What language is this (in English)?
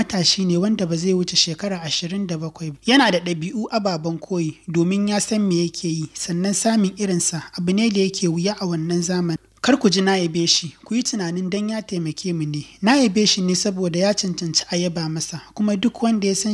Hausa